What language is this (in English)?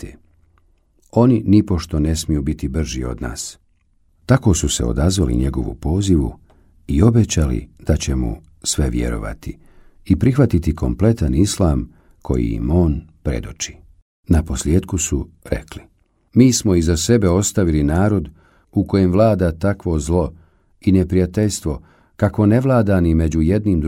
Bosnian